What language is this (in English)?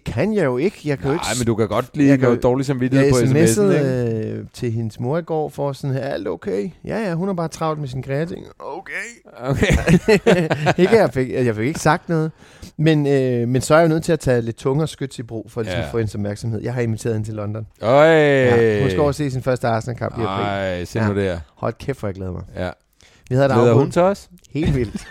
Danish